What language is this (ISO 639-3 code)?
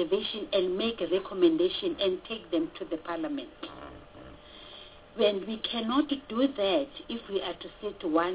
eng